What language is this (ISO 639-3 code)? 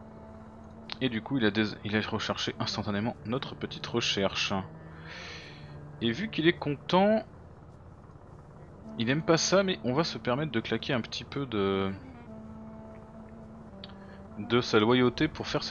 fra